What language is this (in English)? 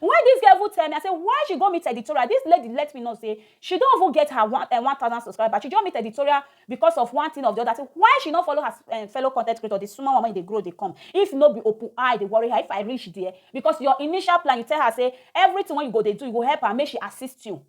Nigerian Pidgin